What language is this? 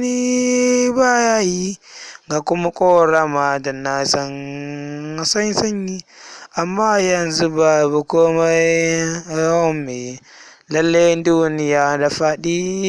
Hausa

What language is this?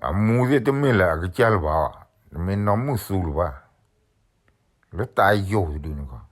S'gaw Karen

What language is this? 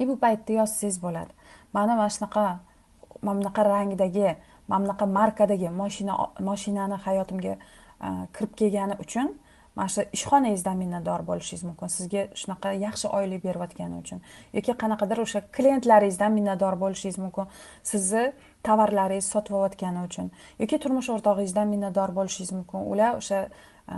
Uzbek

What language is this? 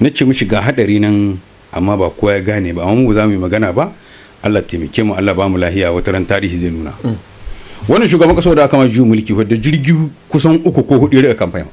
Hausa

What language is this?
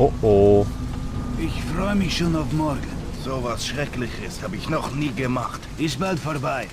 Bavarian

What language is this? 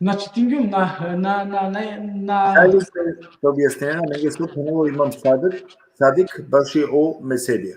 Balkan Romani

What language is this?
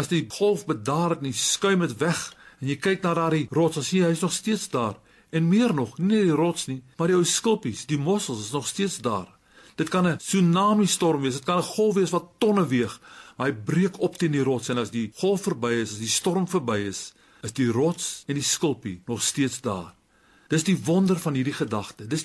Afrikaans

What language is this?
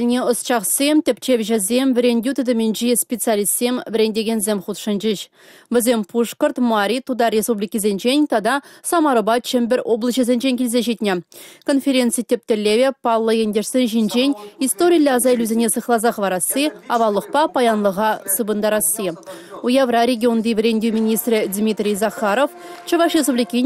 Chuvash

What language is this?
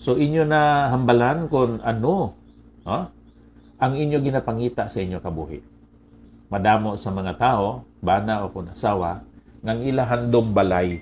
Hiligaynon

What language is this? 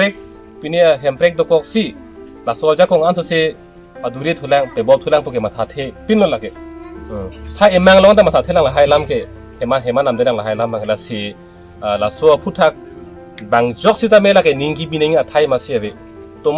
Karbi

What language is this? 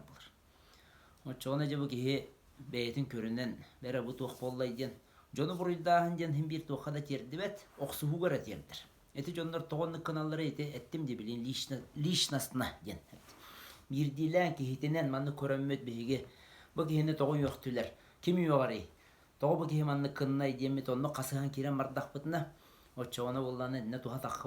Yakut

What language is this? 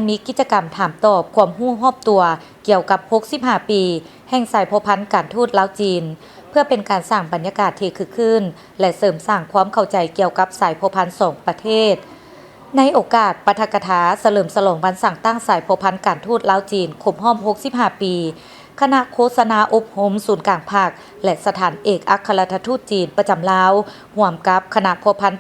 Lao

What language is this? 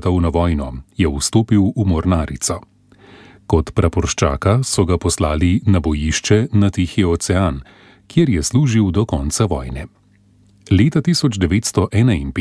Slovenian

